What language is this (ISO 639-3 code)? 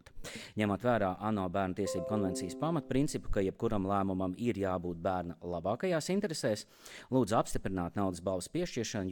lav